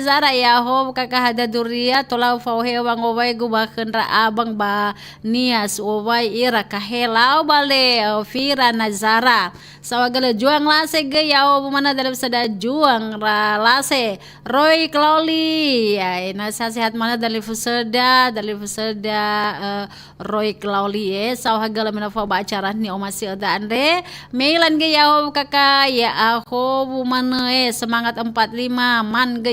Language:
Nias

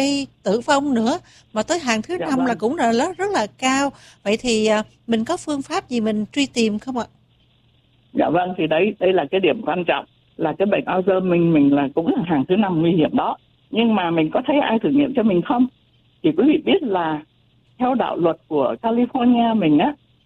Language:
Vietnamese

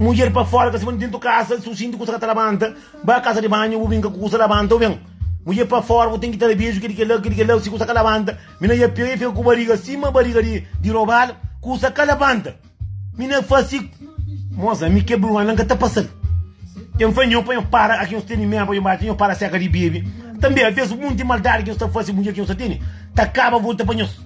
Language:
Kabuverdianu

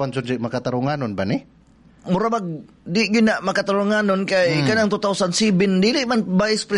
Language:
Cebuano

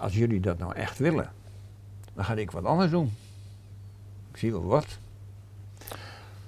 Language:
Dutch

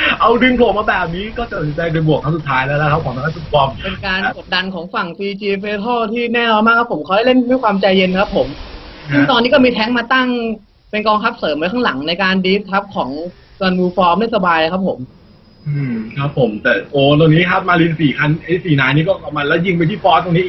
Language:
Thai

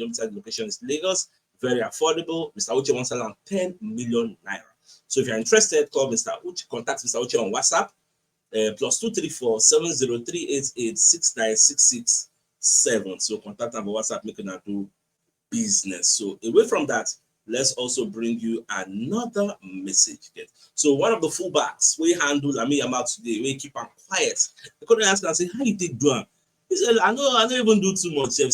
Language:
Nigerian Pidgin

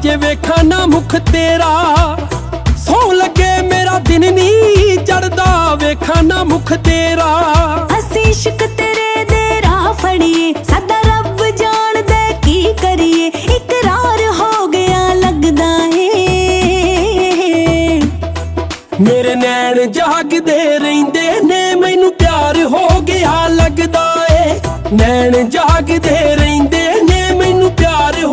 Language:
Punjabi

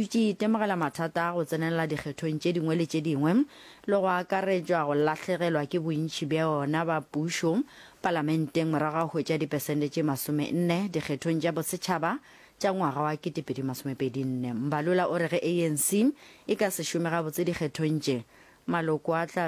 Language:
Northern Sotho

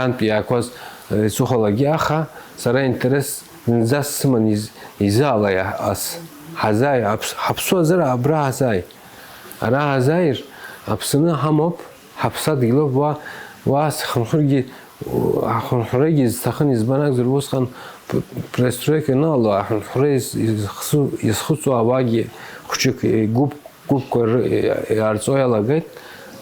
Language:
Abkhazian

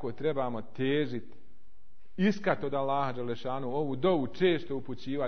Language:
Bosnian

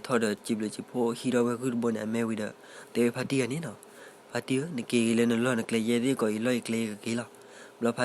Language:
S'gaw Karen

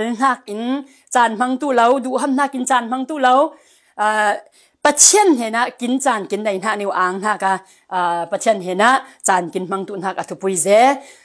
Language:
Falam Chin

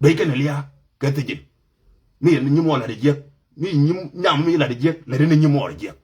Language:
Nuer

